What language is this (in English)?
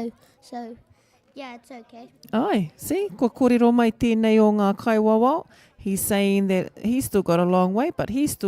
Māori